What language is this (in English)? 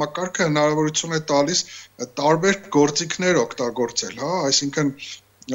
Armenian